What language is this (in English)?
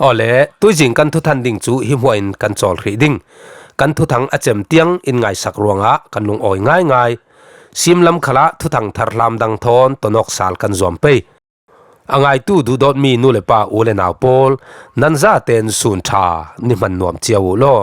Falam Chin